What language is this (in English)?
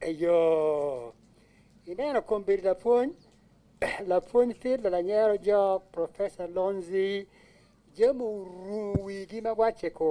Acoli